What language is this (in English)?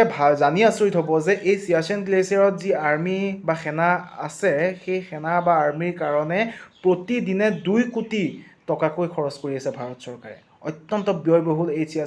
Assamese